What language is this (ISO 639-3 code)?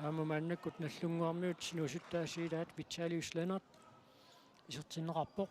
kal